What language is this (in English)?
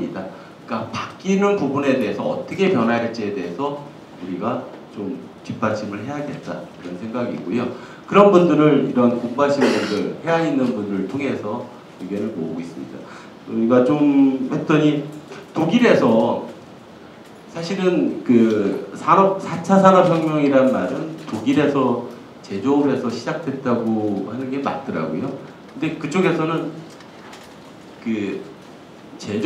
Korean